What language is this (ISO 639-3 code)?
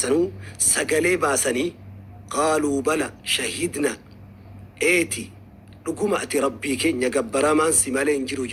orm